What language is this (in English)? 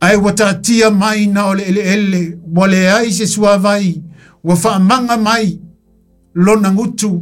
Samoan